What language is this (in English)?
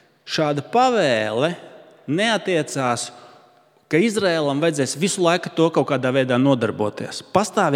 Latvian